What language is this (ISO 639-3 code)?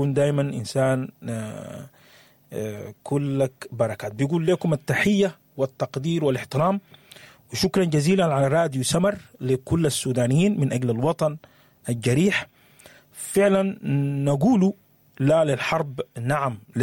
apd